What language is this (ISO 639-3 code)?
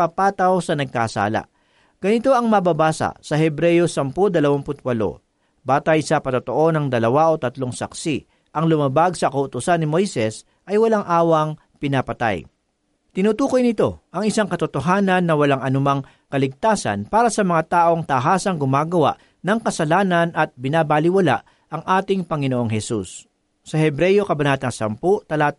fil